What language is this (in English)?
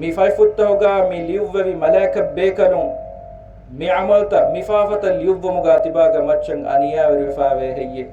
Divehi